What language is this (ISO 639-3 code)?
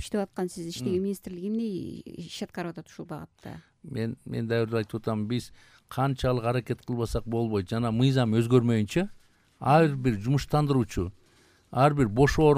kir